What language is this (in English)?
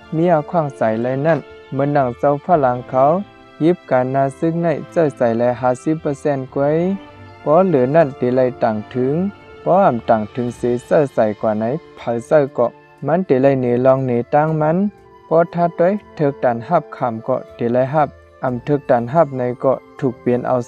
Shan